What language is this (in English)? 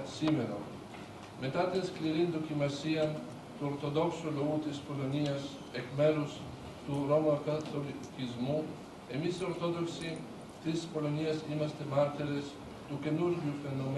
Greek